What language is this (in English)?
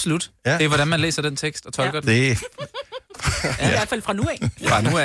Danish